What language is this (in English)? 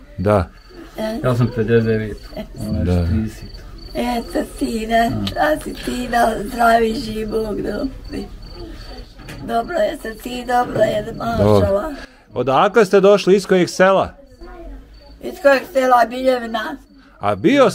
Bosnian